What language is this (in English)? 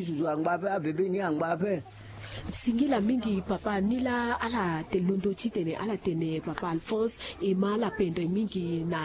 Sango